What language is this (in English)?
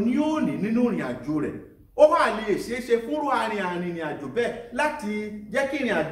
Yoruba